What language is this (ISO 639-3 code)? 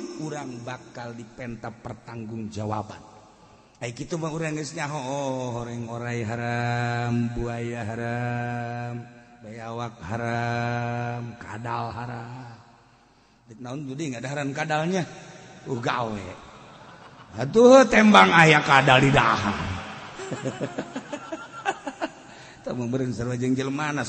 sun